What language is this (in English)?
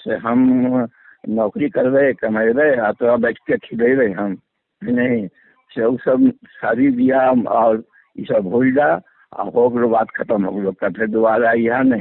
Magahi